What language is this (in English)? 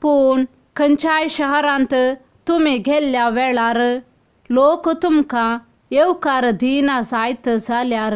Konkani